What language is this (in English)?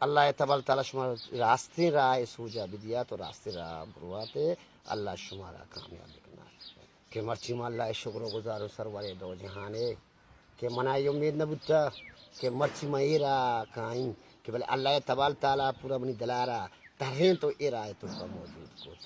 Baluchi